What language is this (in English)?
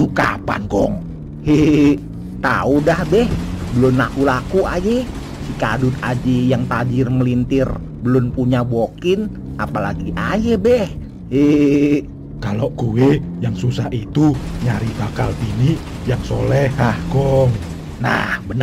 Betawi